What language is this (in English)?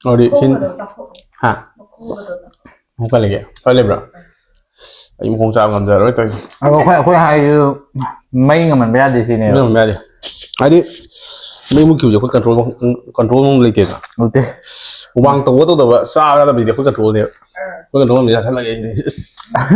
Manipuri